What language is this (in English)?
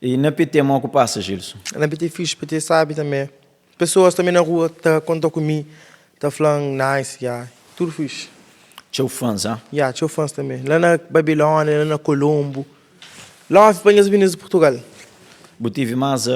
Kabuverdianu